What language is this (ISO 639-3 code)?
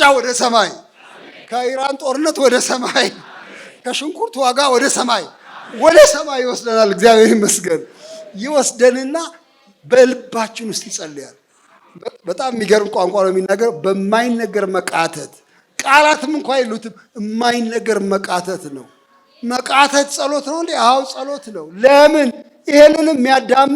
amh